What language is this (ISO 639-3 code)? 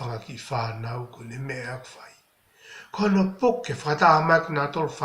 ton